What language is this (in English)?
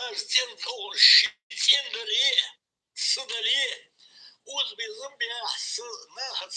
Ingush